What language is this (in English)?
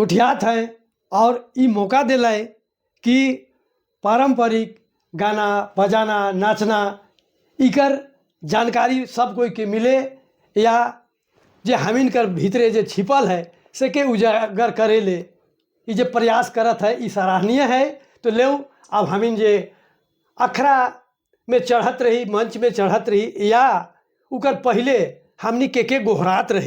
Sadri